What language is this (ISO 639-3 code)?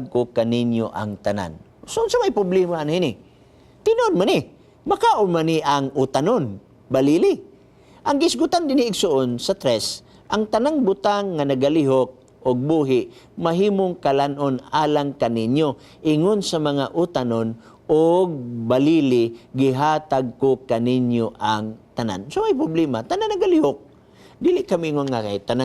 ceb